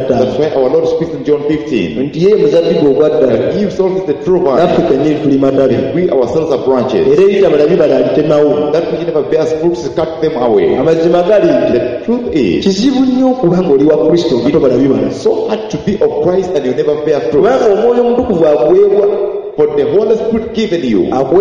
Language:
Ganda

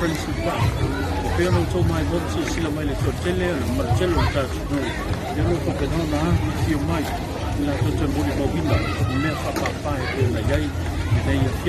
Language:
Samoan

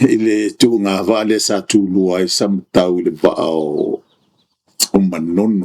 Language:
Samoan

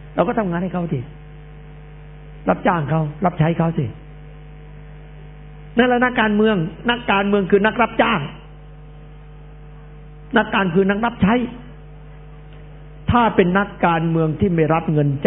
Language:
Thai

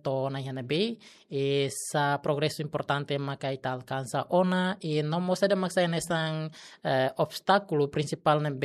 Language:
Tetum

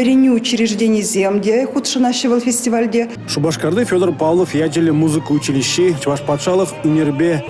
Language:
Chuvash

